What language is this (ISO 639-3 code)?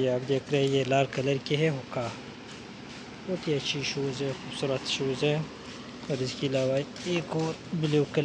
urd